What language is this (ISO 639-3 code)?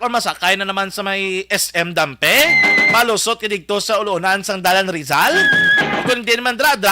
hil